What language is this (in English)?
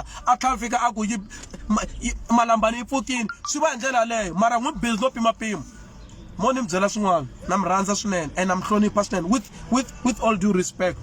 Tsonga